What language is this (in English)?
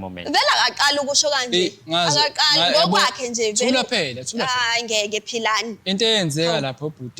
Zulu